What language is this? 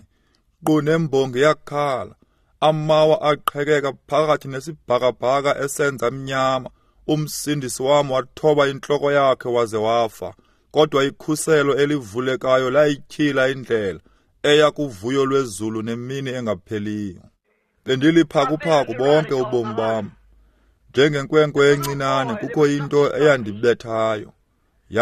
Xhosa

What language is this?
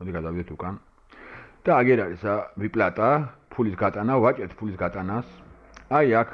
Georgian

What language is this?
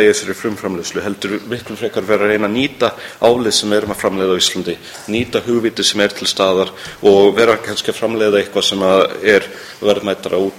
Icelandic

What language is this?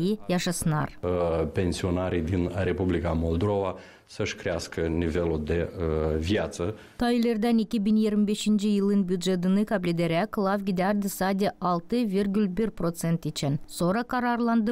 Gagauz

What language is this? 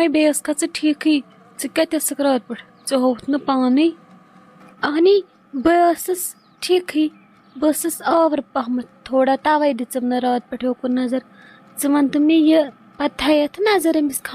Kashmiri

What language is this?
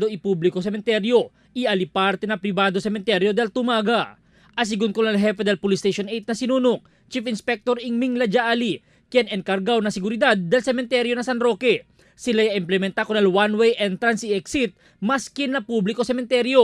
Chavacano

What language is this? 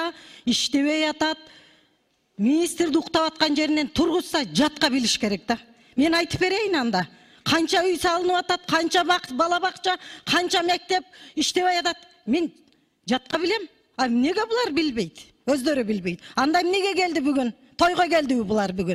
Kyrgyz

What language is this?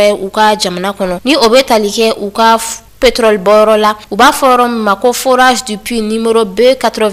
Bambara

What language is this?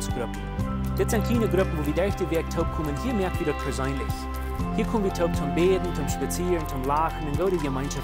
Plautdietsch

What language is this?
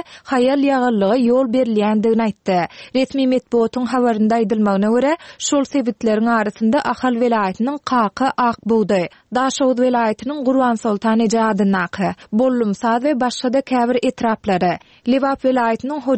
Turkmen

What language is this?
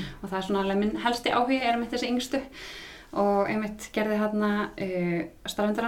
Icelandic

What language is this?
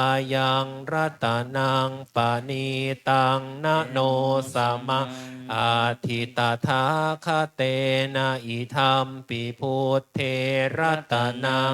Pali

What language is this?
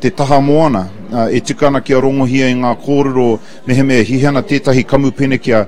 Māori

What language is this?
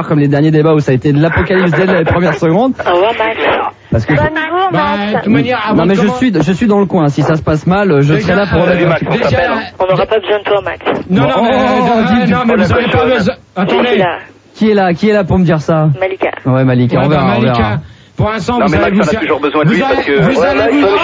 French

